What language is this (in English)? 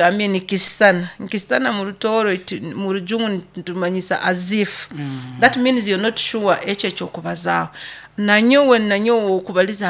Nyoro